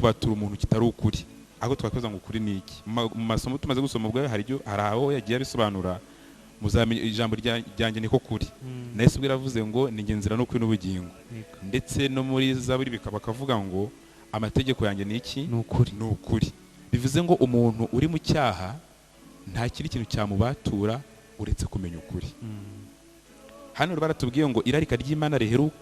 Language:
Kinyarwanda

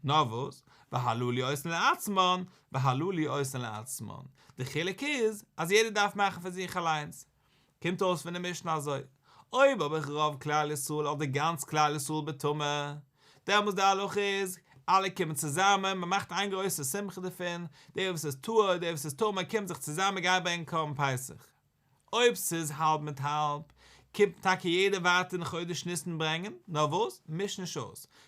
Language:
Yiddish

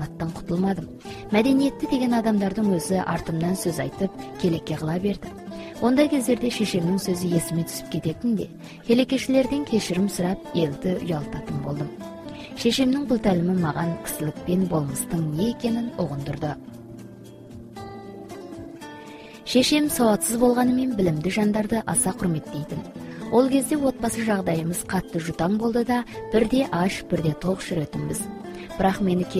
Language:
Kazakh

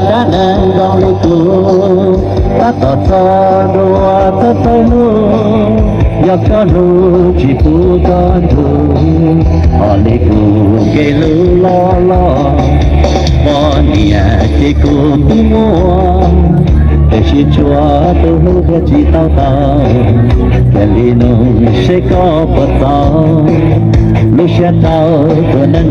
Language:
Hmong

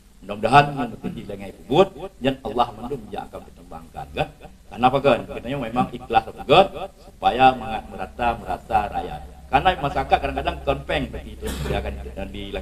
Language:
Achinese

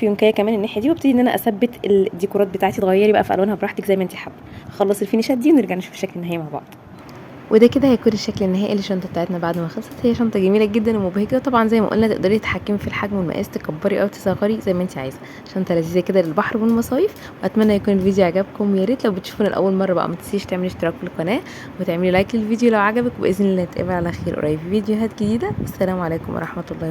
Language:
Egyptian Arabic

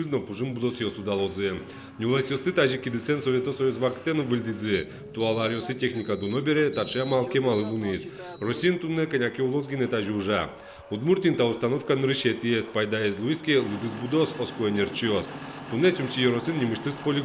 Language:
Udmurt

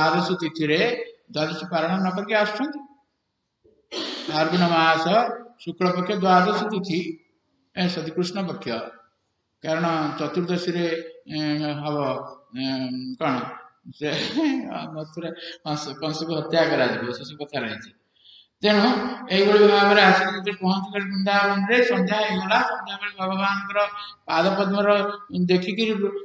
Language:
Odia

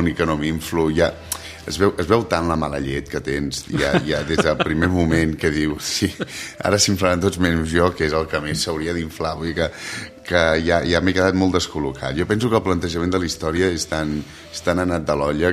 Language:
Catalan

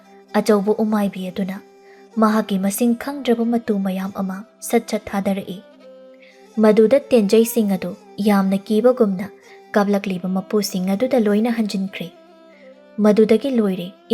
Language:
Manipuri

